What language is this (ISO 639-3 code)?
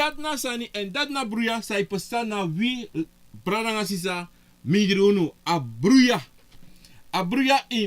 srn